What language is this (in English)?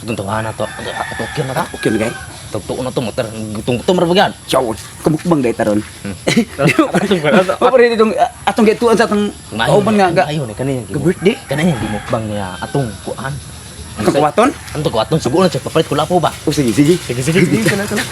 Cebuano